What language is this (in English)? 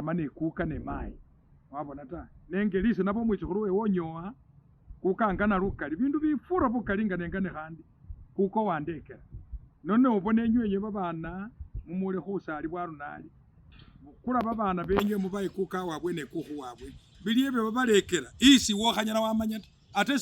Masaaba